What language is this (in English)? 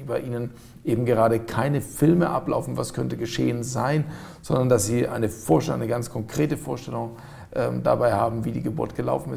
German